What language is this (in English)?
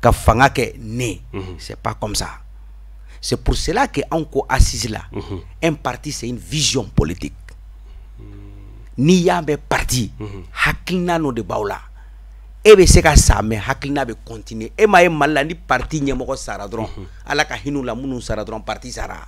Bambara